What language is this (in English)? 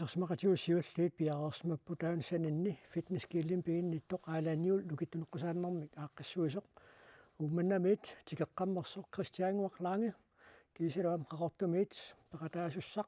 Kalaallisut